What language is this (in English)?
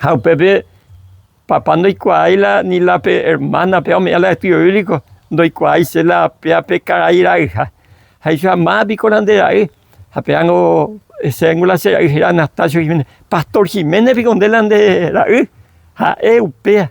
Guarani